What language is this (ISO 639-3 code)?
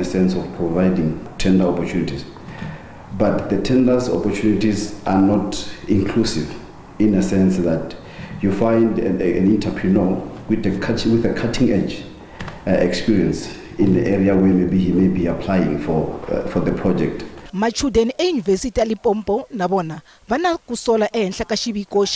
tso